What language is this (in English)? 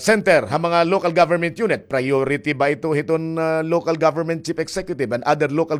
Waray